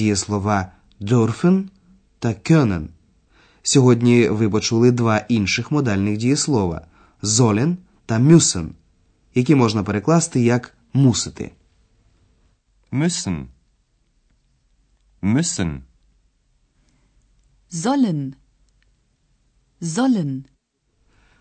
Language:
Ukrainian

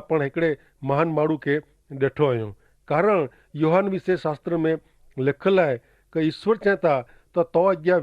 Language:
Kachhi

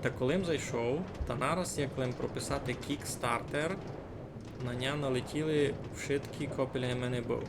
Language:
Rusyn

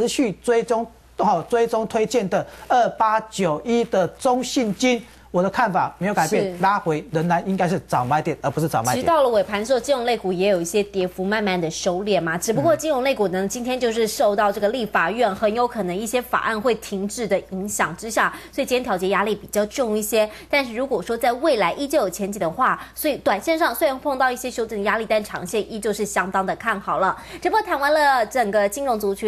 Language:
Chinese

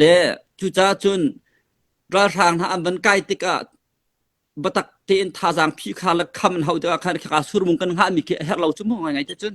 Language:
Hakha Chin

